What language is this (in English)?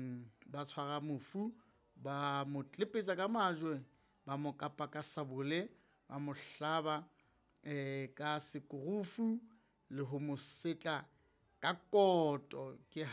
Southern Sotho